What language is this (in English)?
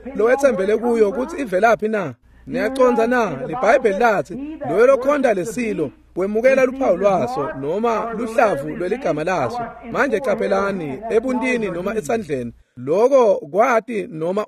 Swati